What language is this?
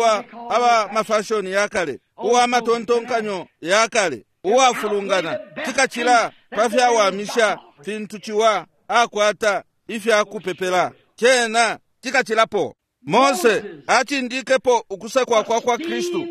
Bemba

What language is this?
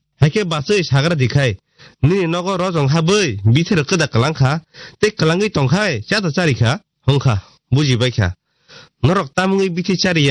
Kok Borok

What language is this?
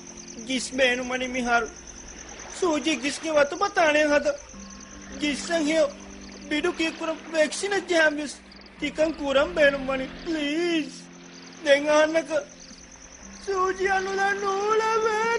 Divehi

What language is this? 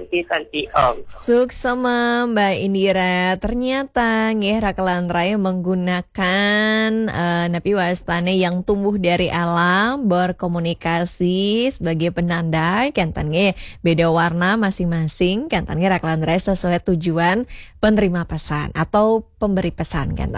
Balinese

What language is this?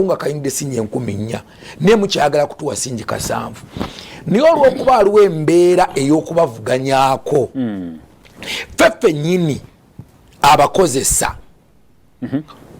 Ganda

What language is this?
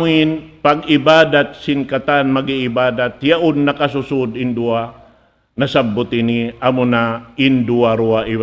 Tausug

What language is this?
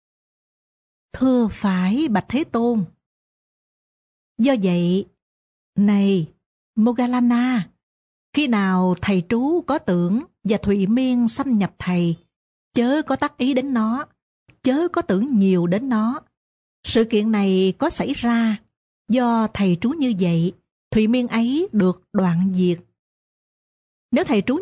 Vietnamese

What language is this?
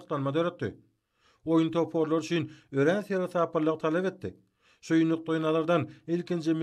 Turkmen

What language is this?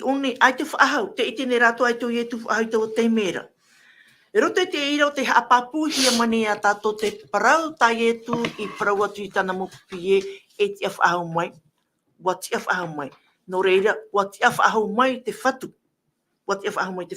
Tahitian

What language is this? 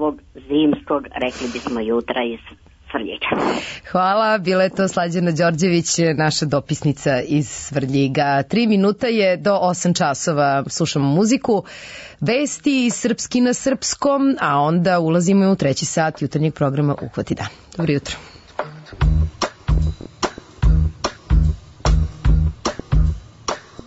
Serbian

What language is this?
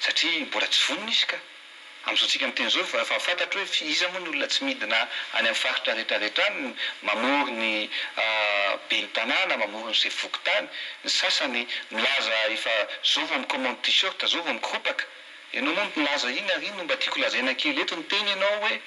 Malagasy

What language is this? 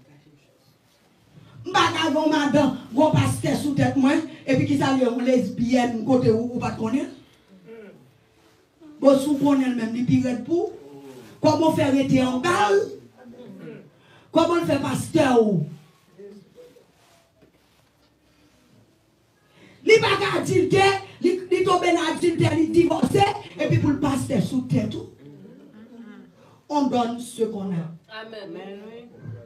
French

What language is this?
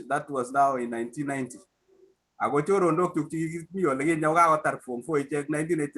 Kalenjin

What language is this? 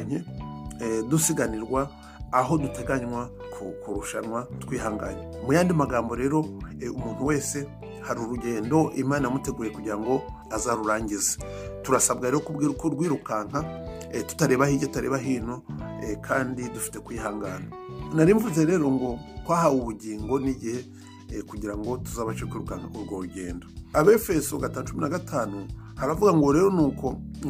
Kinyarwanda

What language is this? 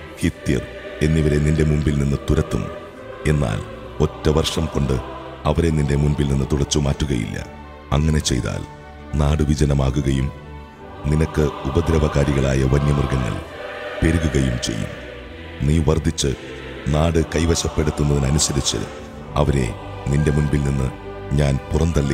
Malayalam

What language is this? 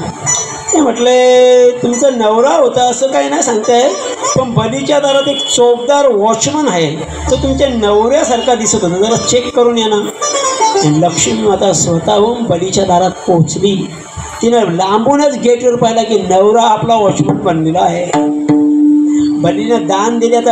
Marathi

